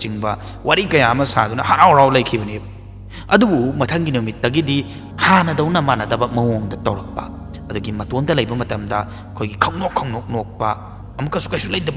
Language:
Manipuri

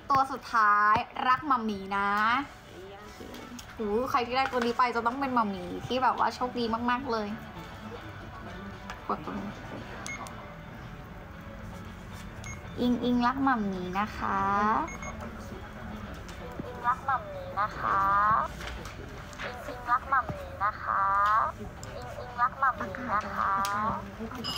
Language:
Thai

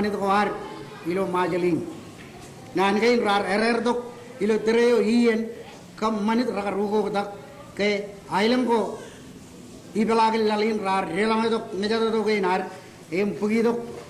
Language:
Marshallese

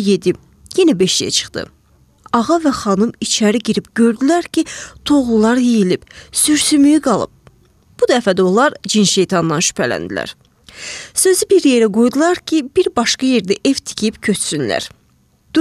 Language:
Azerbaijani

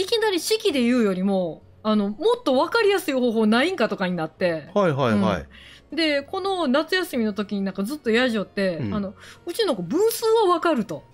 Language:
Japanese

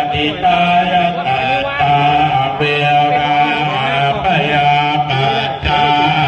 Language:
Pali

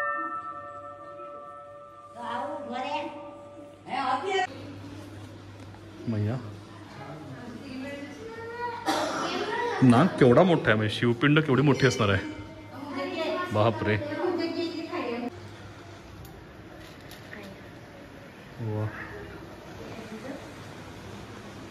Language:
Marathi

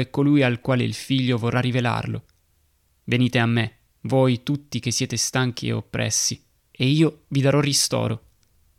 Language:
Italian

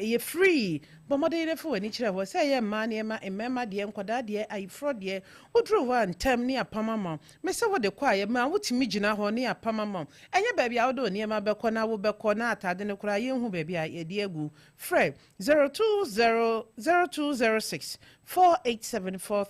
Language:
Akan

